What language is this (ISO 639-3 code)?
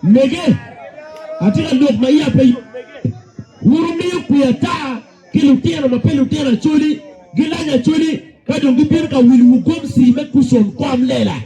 ach